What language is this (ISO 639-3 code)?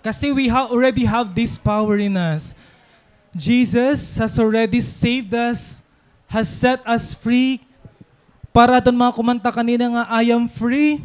war